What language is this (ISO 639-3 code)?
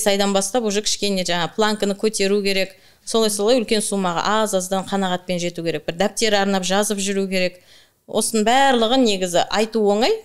kaz